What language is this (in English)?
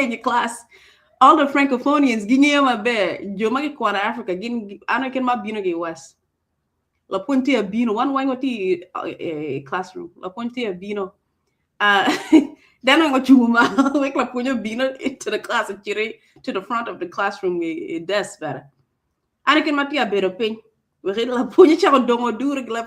Acoli